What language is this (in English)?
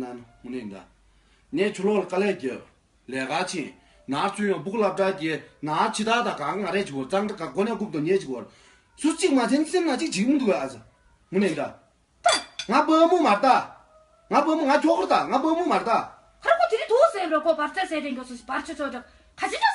Tibetan